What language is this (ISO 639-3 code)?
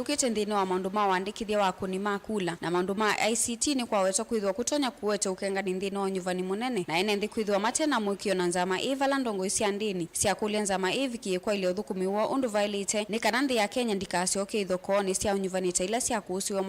kam